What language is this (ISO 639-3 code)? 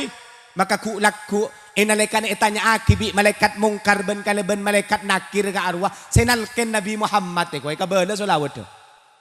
mad